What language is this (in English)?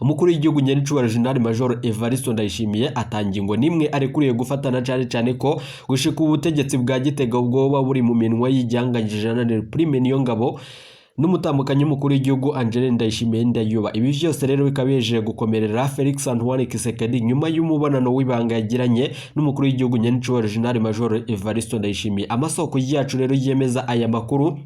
Rundi